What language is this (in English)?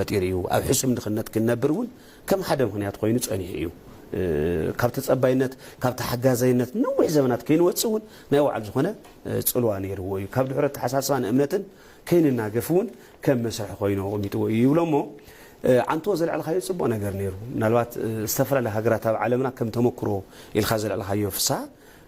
Tigrinya